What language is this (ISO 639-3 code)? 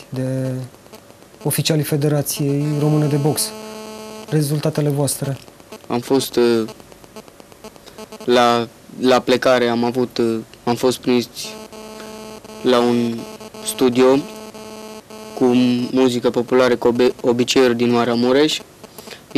ron